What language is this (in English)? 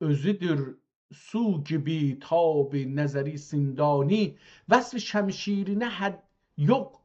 South Azerbaijani